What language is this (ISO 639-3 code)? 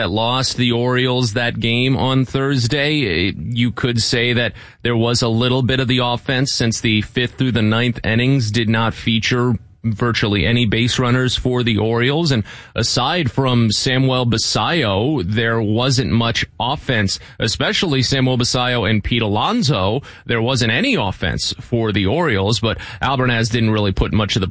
eng